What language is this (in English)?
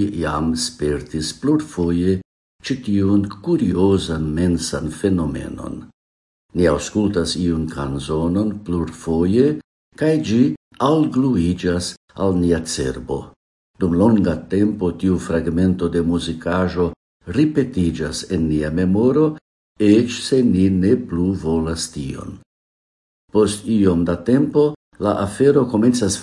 Esperanto